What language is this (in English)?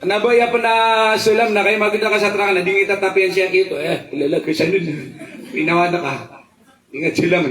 Maranao